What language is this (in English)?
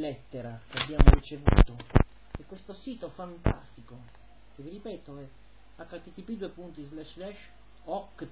Italian